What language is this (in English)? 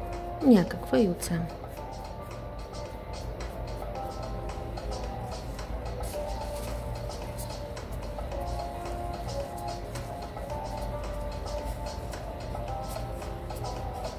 Bulgarian